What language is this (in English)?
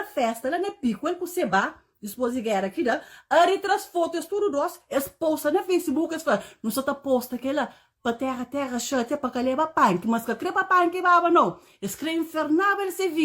Kabuverdianu